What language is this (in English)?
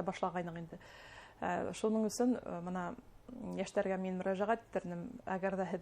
Bashkir